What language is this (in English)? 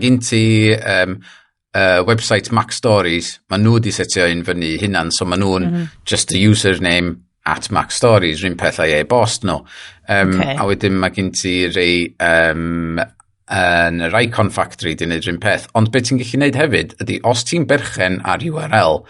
Welsh